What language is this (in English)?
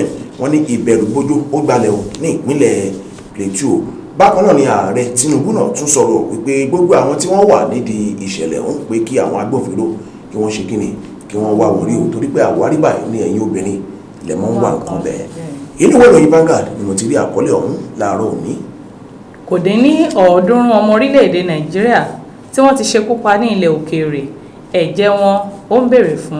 Yoruba